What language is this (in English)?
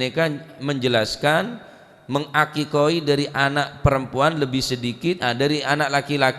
Madurese